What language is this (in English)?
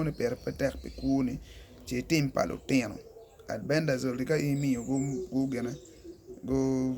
Acoli